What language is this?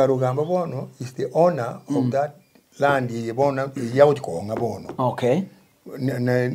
Gusii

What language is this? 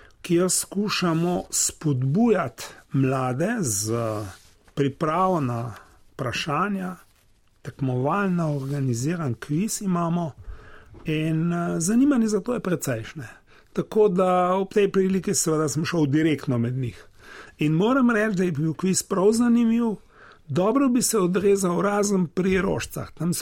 Slovenian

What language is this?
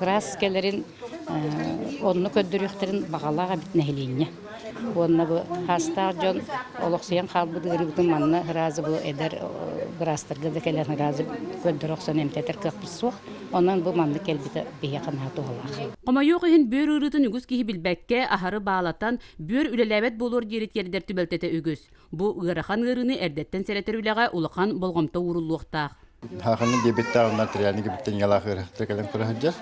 Yakut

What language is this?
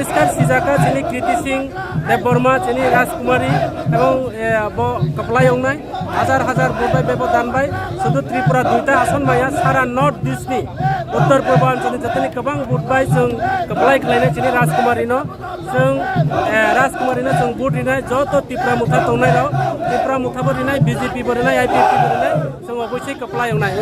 Kok Borok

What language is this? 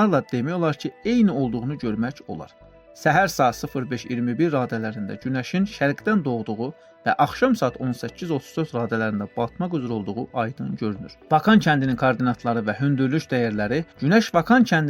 Azerbaijani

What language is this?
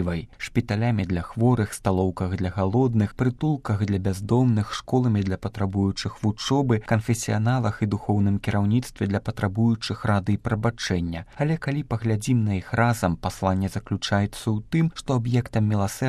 Belarusian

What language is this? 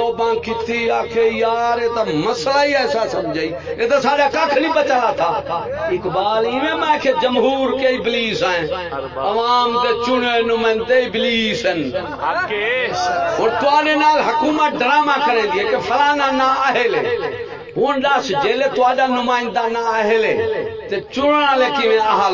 Saraiki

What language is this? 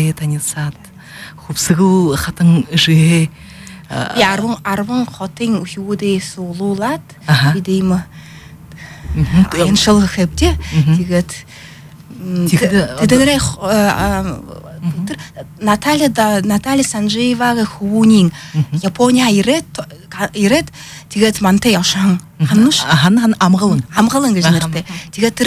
Buriat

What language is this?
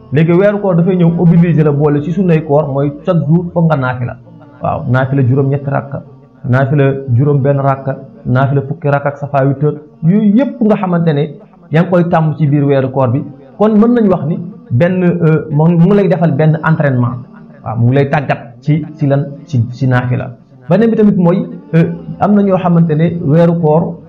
Wolof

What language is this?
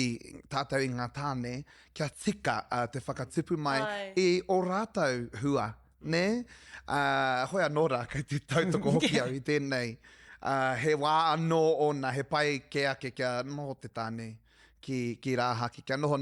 Māori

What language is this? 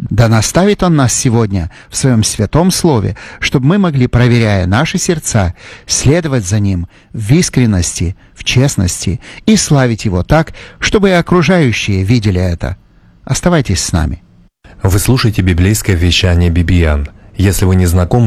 Russian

